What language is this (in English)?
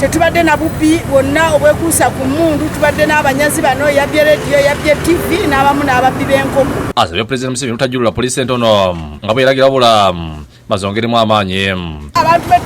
Ganda